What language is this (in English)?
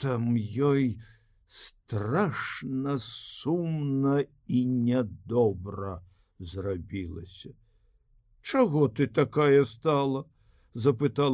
Belarusian